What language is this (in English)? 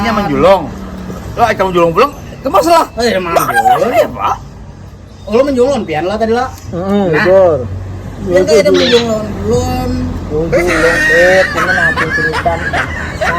Banjar